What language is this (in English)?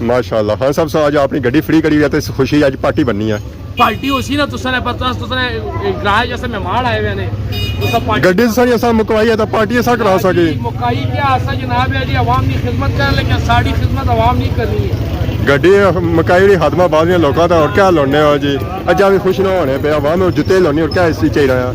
Pahari-Potwari